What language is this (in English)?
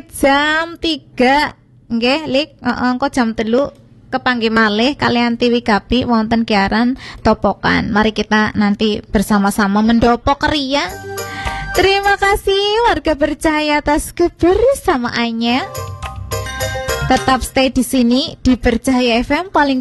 Indonesian